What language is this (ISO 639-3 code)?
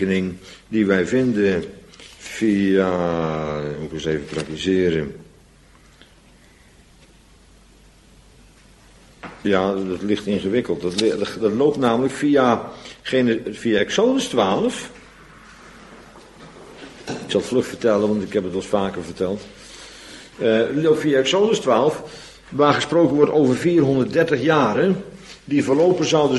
nld